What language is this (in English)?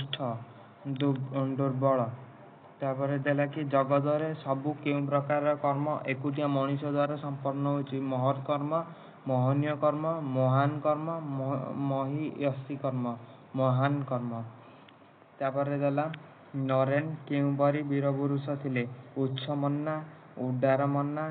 Odia